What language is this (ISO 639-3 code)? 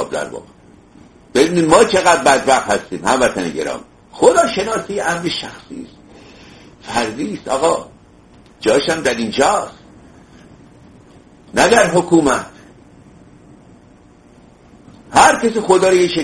fas